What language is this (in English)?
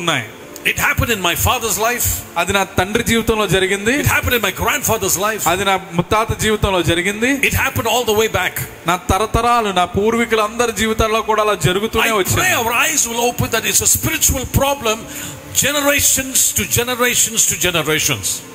Telugu